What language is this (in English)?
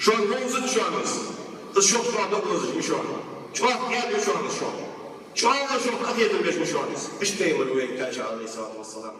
Ingush